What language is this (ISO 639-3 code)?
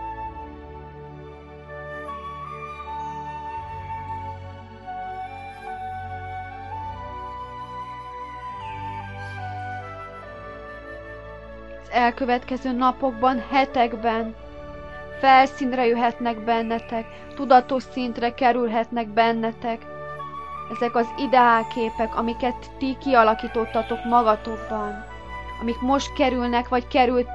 hun